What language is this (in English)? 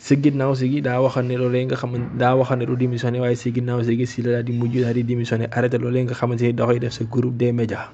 Wolof